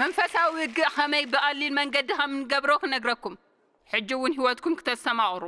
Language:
Tigrinya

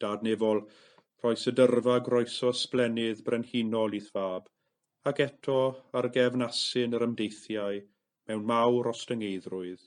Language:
Welsh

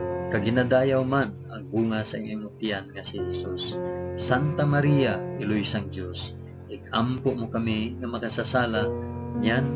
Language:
Hiligaynon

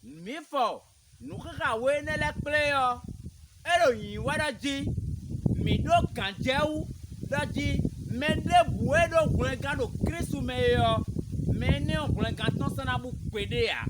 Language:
Fon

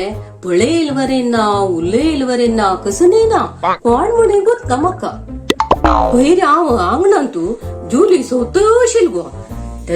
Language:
Konkani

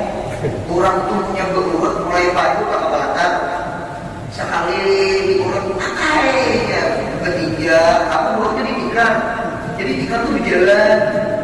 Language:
Banjar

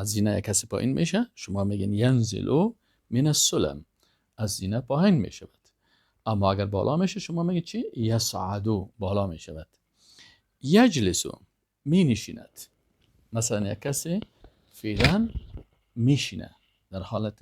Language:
Persian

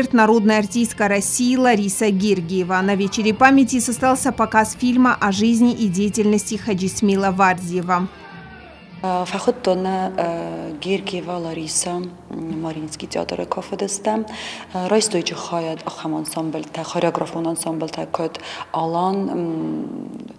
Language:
Ossetic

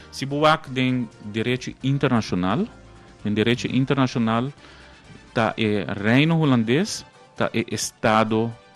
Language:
Papiamento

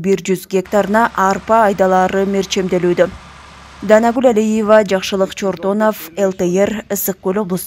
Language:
Kyrgyz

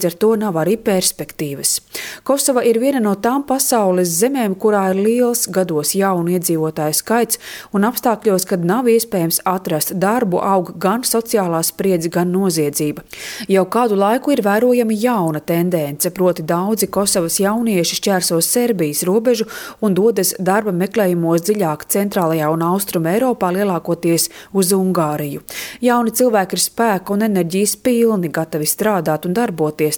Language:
Latvian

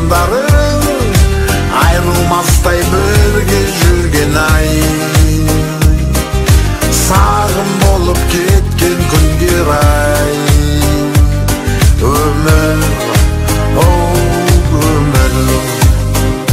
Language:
Kazakh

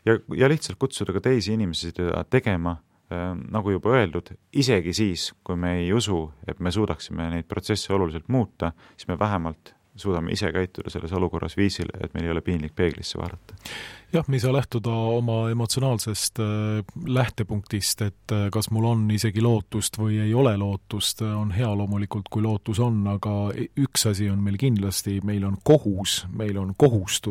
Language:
Estonian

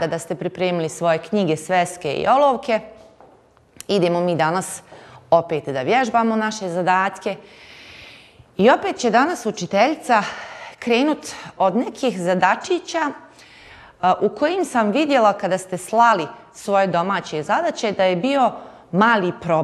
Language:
Bosnian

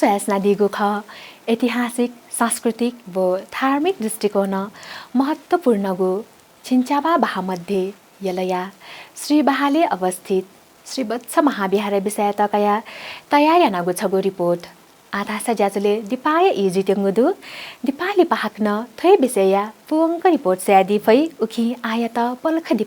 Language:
Newari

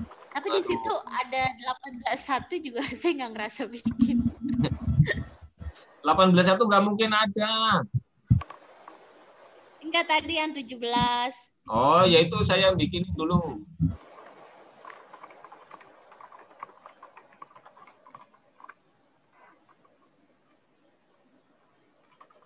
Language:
Indonesian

